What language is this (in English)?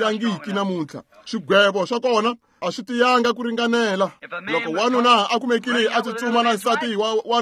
Tsonga